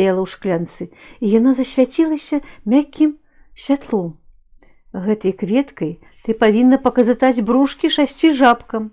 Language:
Belarusian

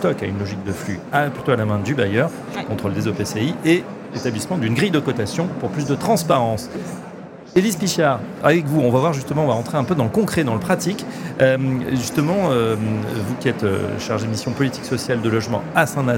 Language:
French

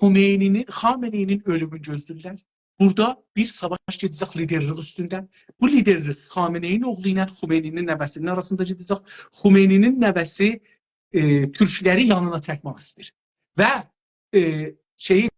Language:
South Azerbaijani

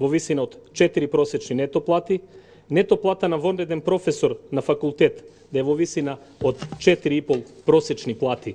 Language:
Macedonian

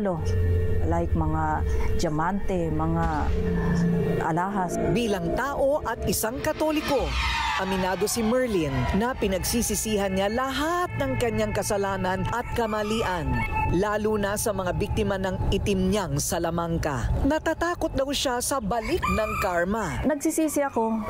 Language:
Filipino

